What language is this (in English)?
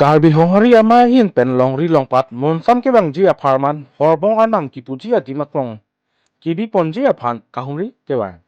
Karbi